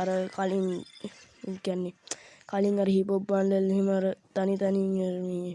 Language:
Sinhala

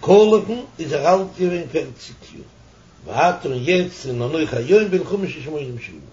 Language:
Yiddish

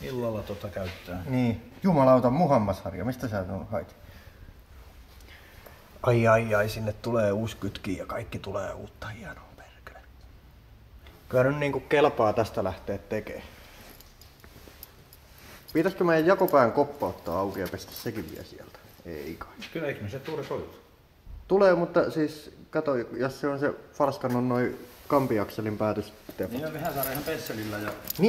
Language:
Finnish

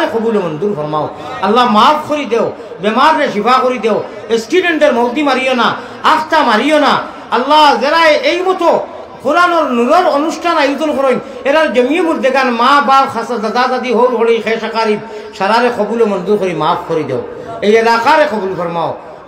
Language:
Sylheti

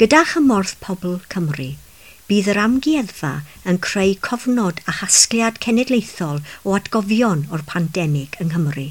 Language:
Welsh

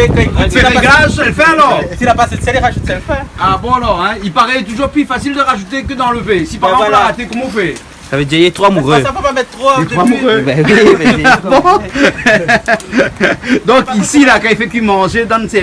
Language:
Réunion Creole French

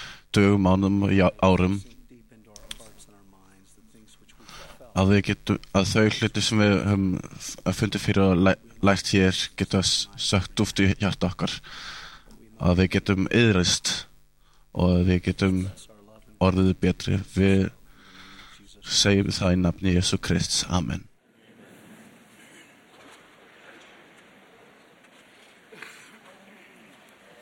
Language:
Icelandic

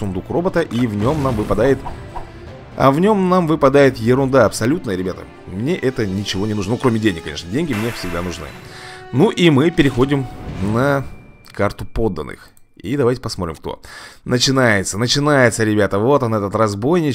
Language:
Russian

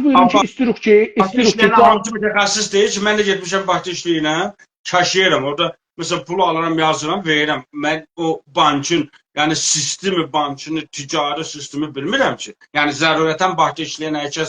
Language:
South Azerbaijani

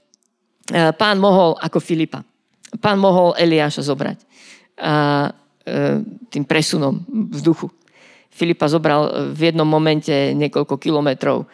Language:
Slovak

